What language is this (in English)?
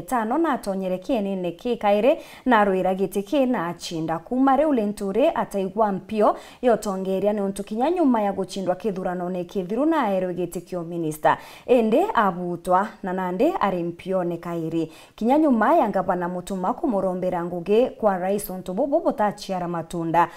Meru